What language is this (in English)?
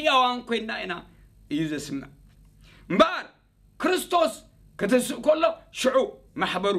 Tigrinya